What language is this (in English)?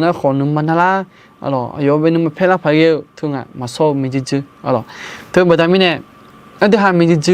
Akha